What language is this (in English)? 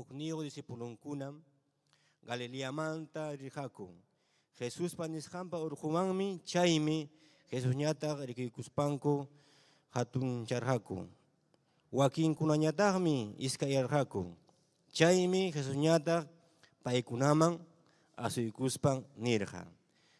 Ayacucho Quechua